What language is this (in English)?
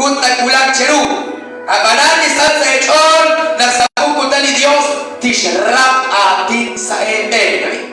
Kekchí